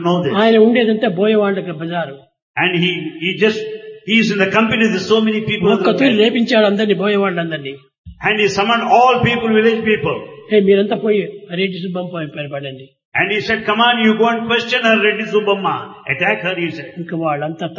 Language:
Telugu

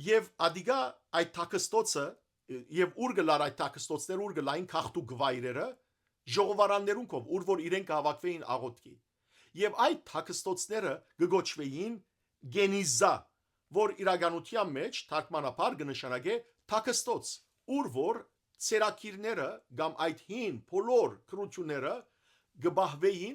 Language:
Western Armenian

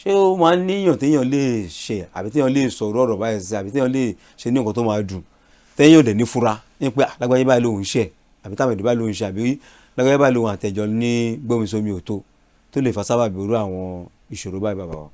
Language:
Yoruba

